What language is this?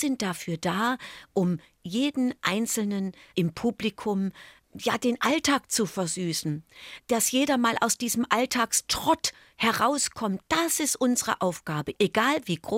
German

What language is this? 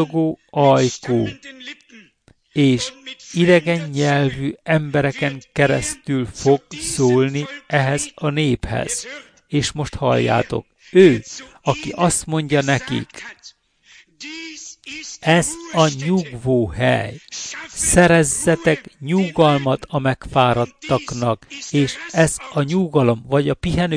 Hungarian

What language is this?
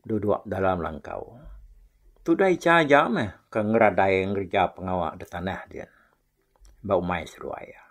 Iban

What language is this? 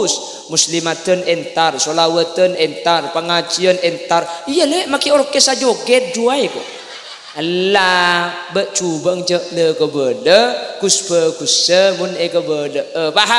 Madurese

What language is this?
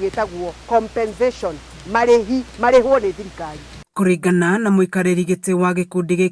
Kikuyu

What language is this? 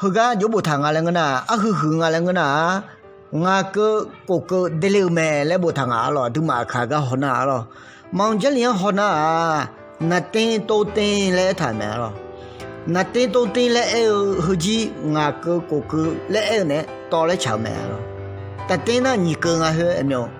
Akha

